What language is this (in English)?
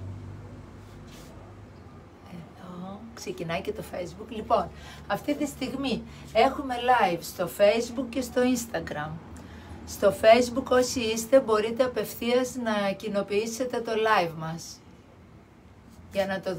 Greek